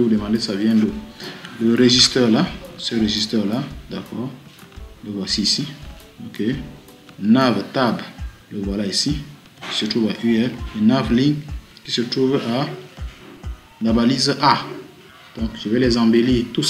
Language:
French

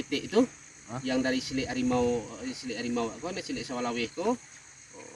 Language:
Minangkabau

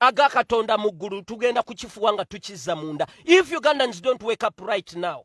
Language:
Ganda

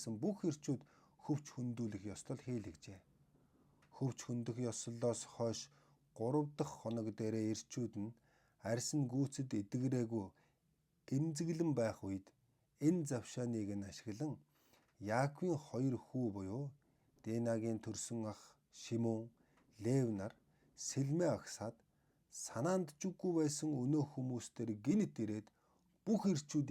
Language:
Mongolian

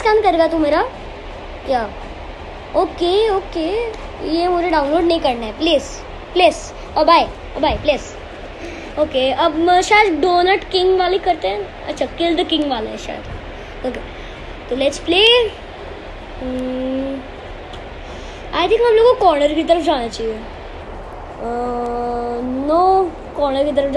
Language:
Hindi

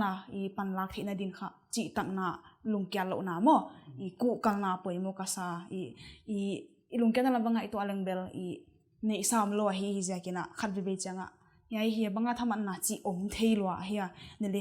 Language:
Paite Chin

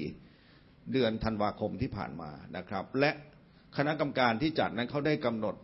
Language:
Thai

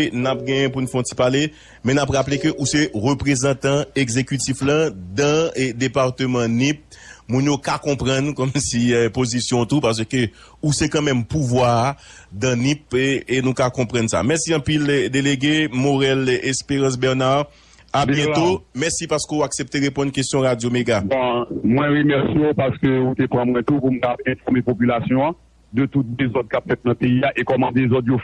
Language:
Haitian Creole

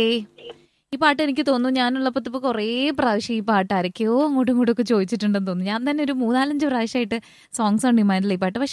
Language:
Malayalam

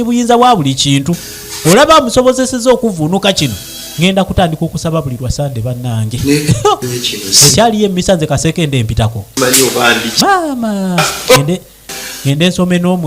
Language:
Ganda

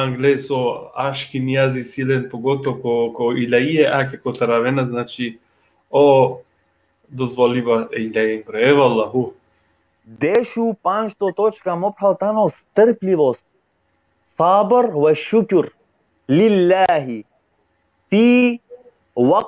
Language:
Balkan Romani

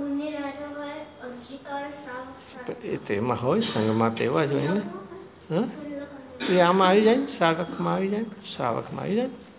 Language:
Gujarati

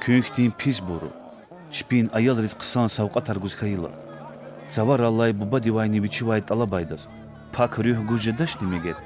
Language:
Lezghian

